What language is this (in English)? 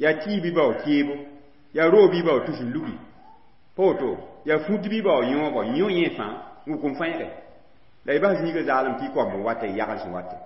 Mossi